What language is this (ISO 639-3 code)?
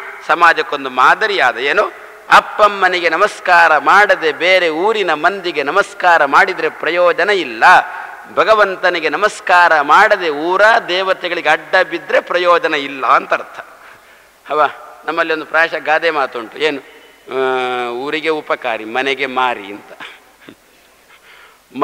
kan